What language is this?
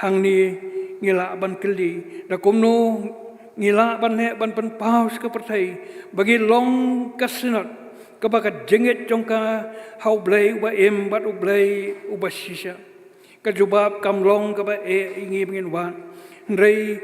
Khasi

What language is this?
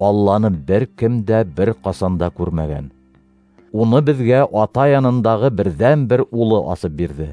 Bashkir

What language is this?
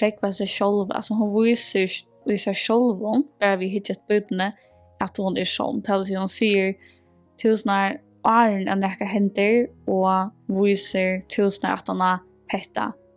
Faroese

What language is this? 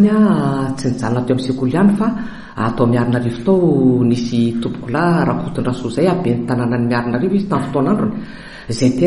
Malagasy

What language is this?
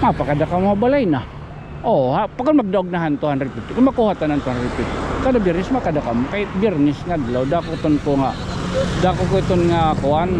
Waray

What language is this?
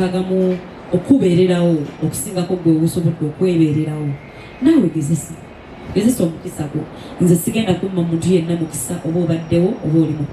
Ganda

